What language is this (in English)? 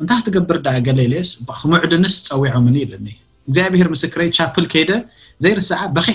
Tigrinya